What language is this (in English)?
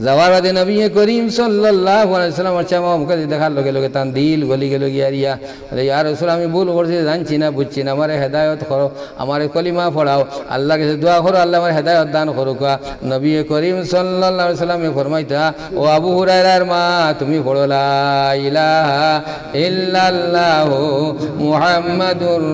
Sylheti